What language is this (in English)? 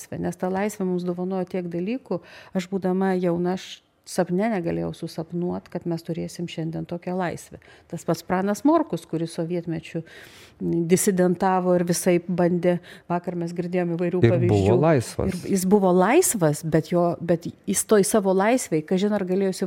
Lithuanian